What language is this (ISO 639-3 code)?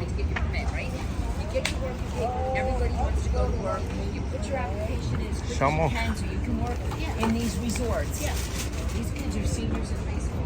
bod